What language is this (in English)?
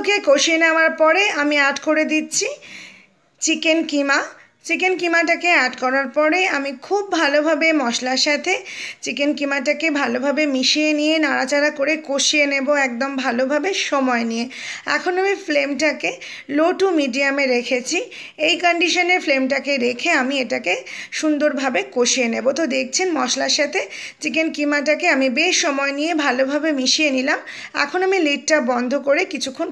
Bangla